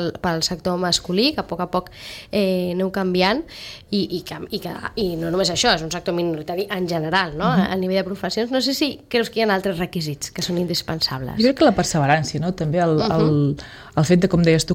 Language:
Catalan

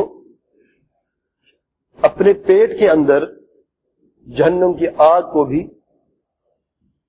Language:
Urdu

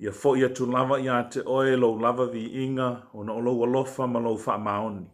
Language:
Samoan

